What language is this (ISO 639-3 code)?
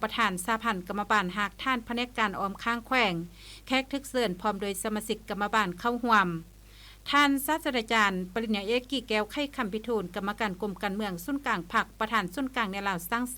lao